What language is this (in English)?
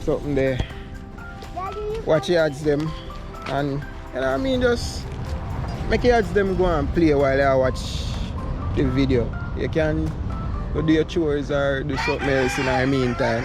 Jamaican Creole English